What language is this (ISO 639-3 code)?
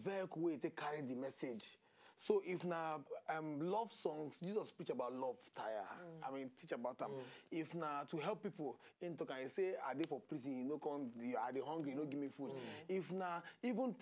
pcm